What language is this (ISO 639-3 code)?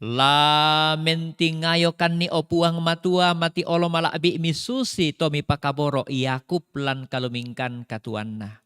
sda